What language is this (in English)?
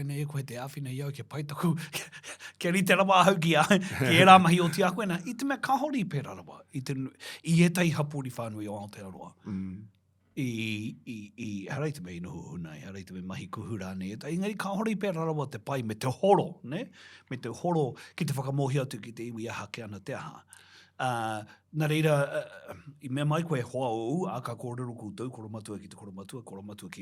Māori